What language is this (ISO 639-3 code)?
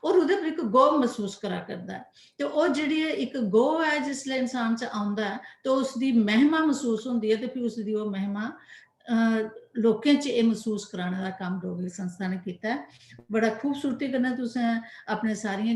doi